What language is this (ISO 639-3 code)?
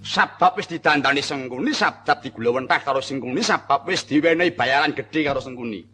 jav